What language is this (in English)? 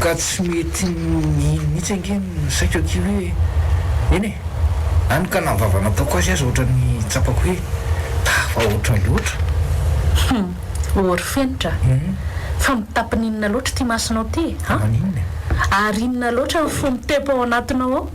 Malagasy